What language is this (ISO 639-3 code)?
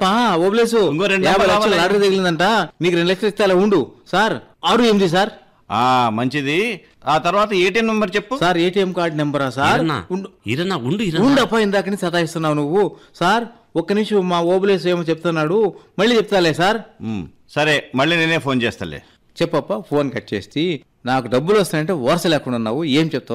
tel